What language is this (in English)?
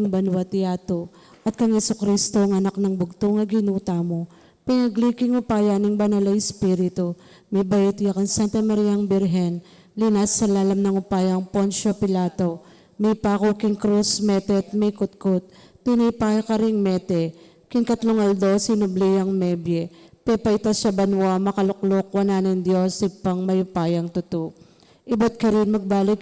Pampanga